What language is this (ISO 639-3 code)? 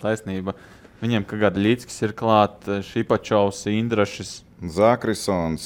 lav